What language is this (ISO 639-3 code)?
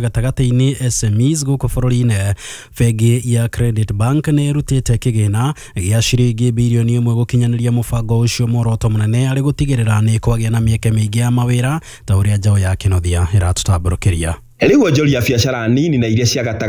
kik